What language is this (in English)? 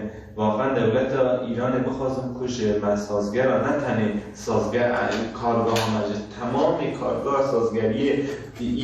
Kurdish